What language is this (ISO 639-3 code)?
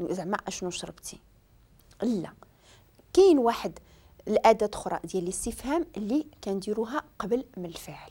ary